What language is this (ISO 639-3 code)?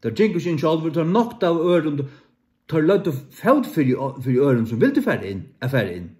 fao